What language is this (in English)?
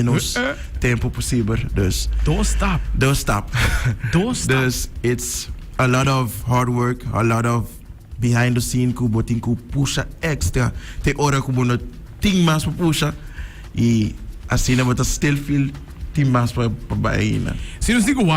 Papiamento